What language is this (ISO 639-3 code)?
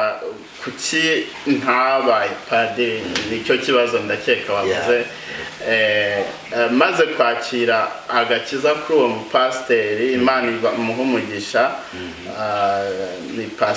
kin